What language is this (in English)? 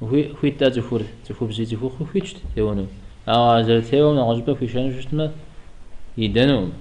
Kabardian